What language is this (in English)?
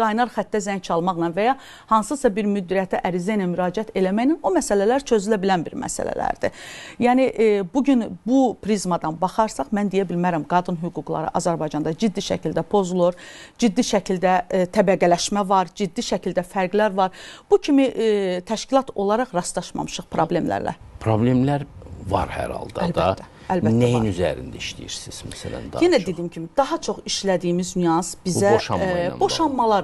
Azerbaijani